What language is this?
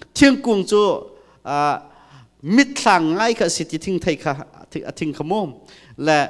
Hakha Chin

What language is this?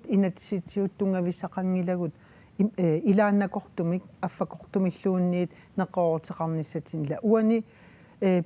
Kalaallisut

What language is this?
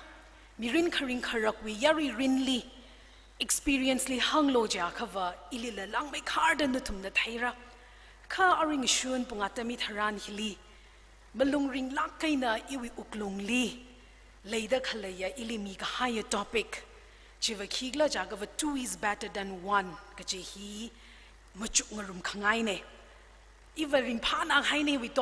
Tangkhul Naga (India)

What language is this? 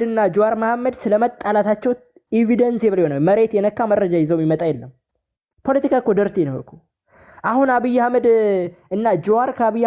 Amharic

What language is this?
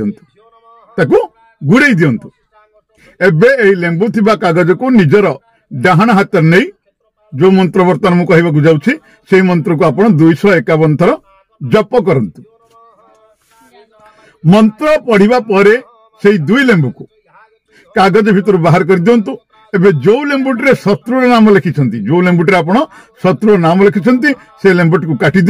Odia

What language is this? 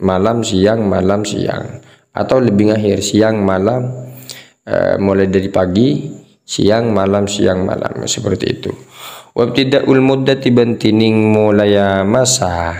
Madurese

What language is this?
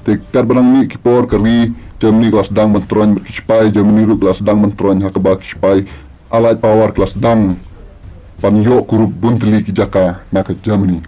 Khasi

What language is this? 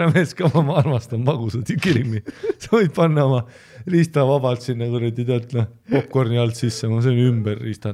Estonian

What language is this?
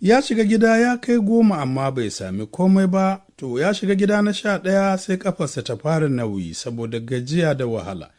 Hausa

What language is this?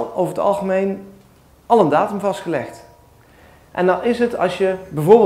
Dutch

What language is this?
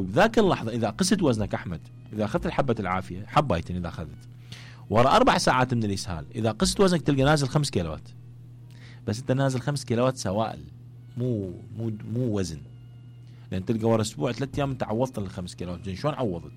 Mesopotamian Arabic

